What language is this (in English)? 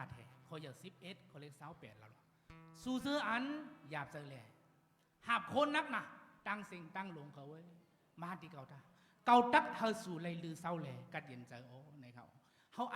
Shan